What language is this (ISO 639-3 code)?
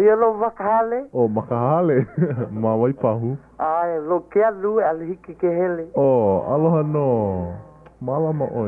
haw